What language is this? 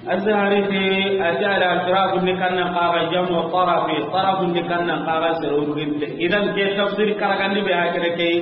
Soninke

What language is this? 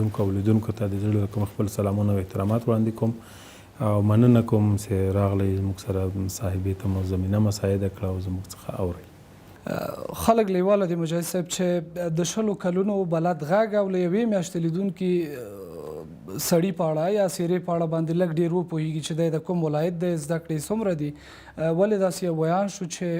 Pashto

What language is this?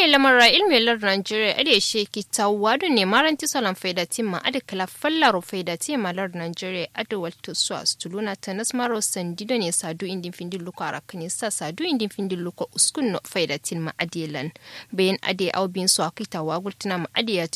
Kanuri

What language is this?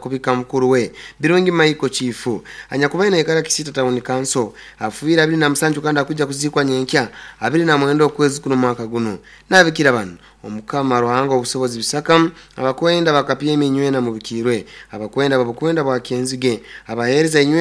Nyankole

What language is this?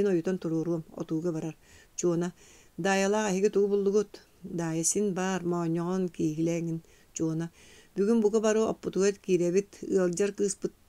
Yakut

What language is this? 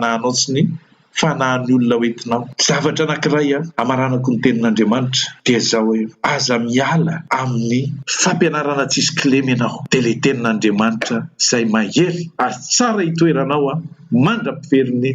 Malagasy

